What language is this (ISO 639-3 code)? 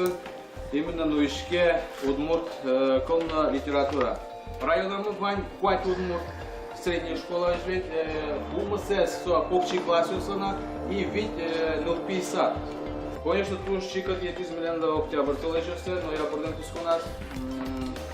udm